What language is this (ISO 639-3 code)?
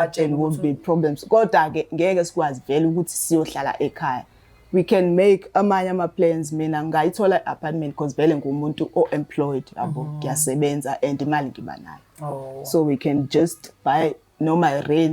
zul